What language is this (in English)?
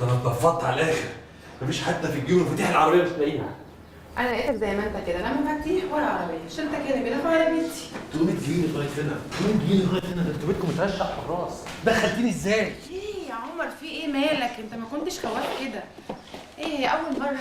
Egyptian Arabic